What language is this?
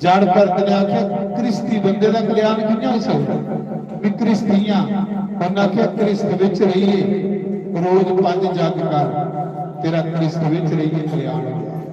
Dogri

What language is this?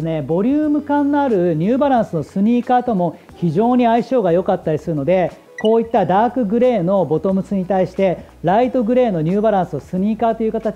Japanese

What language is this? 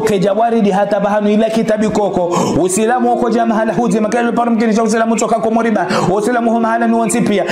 Ngazidja Comorian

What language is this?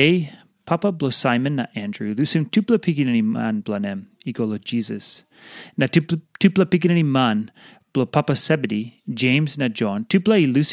Tok Pisin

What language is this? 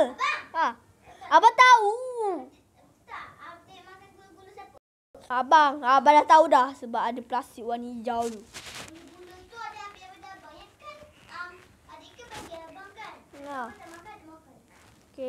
Malay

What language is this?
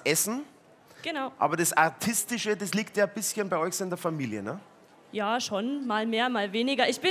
German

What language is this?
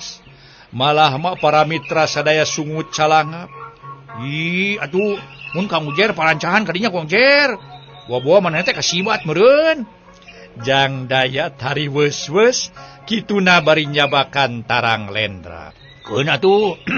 Sundanese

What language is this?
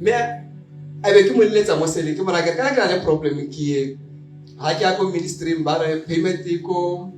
Tswana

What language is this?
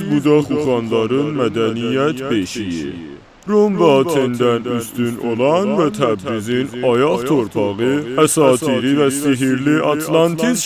South Azerbaijani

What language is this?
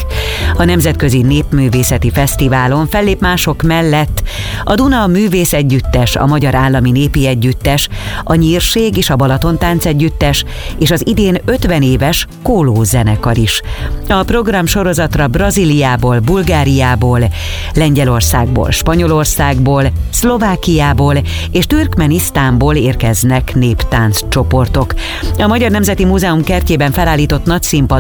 Hungarian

